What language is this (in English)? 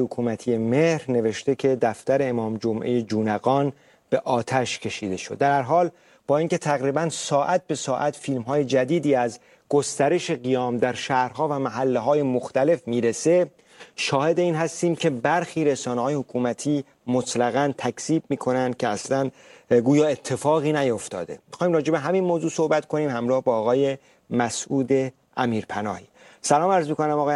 Persian